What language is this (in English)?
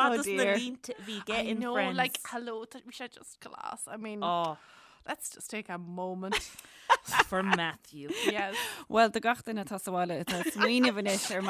Irish